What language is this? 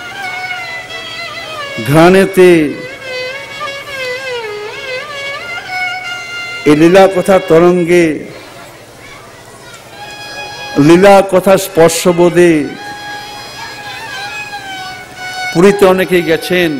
Bangla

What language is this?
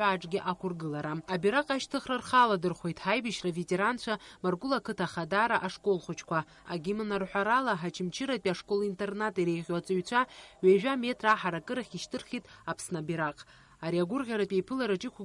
Abkhazian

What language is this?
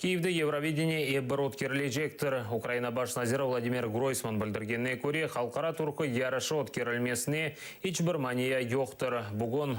Crimean Tatar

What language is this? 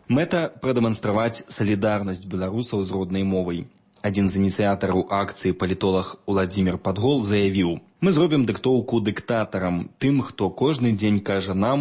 Belarusian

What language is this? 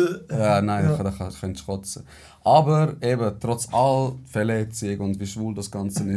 Swiss German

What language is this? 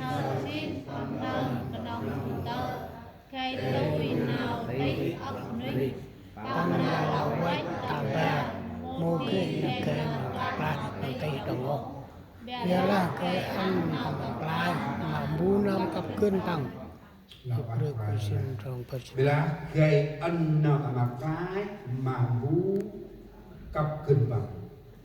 Central Mnong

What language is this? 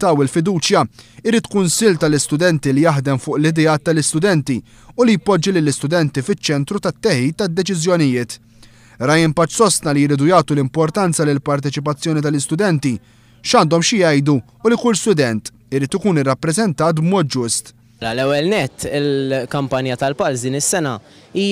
Maltese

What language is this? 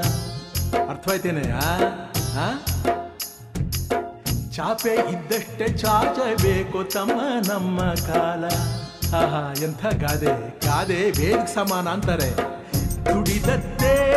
Kannada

